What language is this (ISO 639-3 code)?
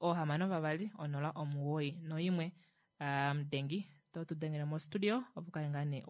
kua